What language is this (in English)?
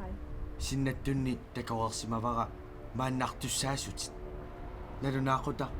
Kalaallisut